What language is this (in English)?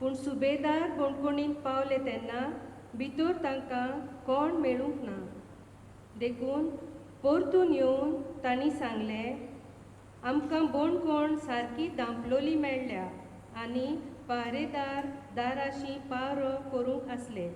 Konkani